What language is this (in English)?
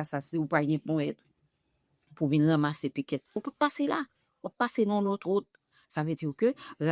Haitian Creole